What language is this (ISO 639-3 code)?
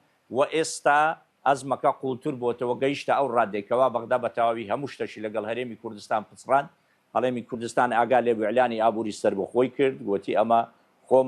ckb